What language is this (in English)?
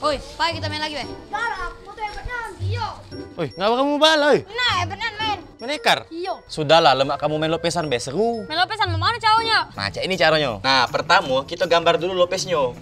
Musi